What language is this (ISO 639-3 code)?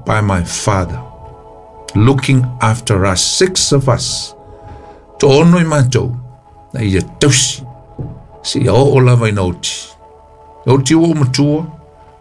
smo